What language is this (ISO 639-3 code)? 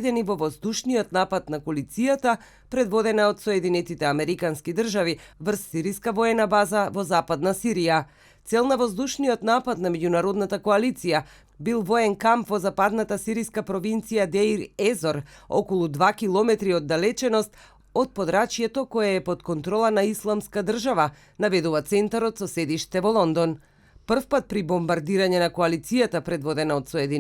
mkd